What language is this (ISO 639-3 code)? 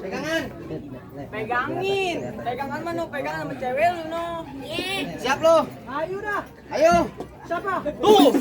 bew